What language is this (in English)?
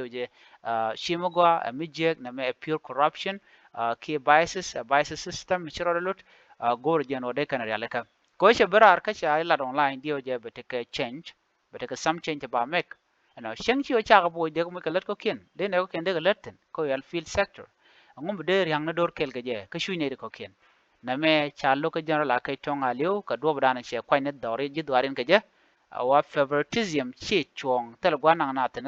Nuer